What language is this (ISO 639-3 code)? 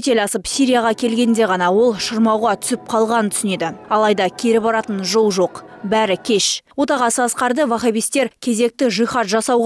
kaz